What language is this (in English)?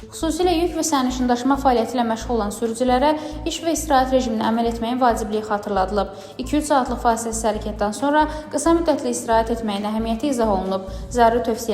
Azerbaijani